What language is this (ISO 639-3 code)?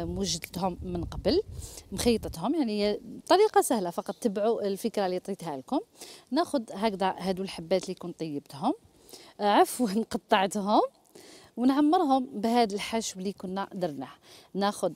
arq